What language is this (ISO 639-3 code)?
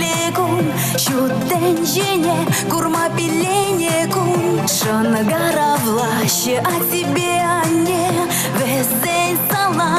chv